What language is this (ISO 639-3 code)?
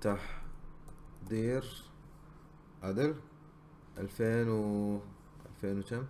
afb